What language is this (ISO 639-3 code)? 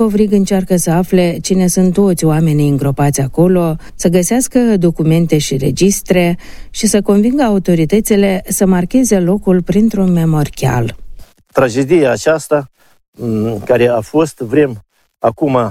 ron